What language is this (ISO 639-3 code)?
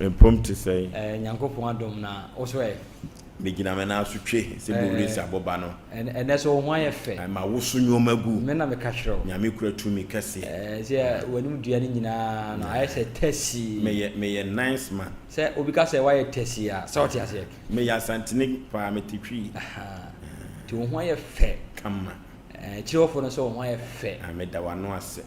aka